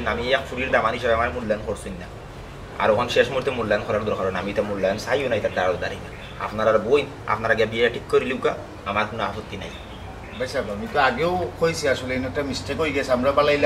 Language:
Sylheti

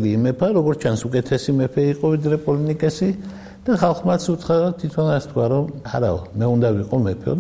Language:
Georgian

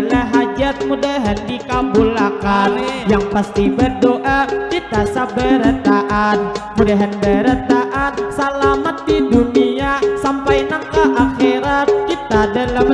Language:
Banjar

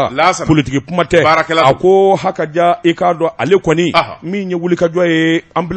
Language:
Bambara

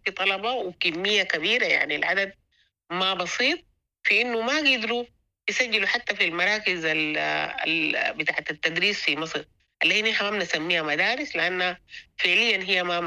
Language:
Sudanese Arabic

